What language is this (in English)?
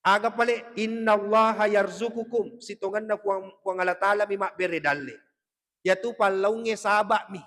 Buginese